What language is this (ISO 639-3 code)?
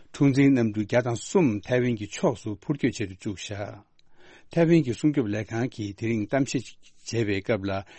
bod